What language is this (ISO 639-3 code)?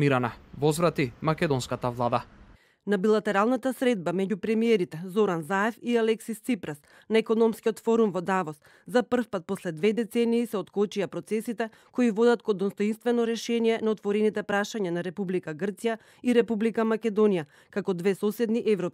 mkd